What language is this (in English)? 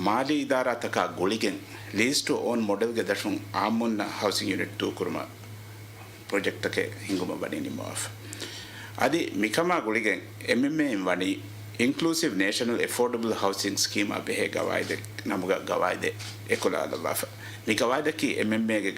Divehi